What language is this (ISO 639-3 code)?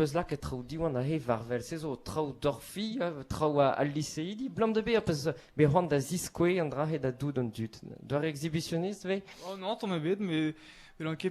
bre